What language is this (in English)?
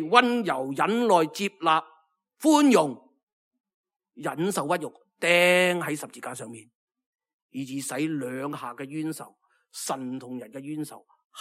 Cantonese